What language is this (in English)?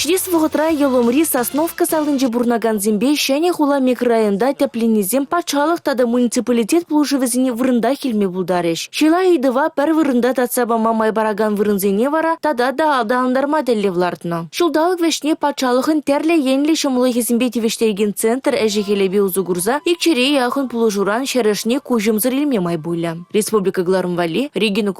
Chuvash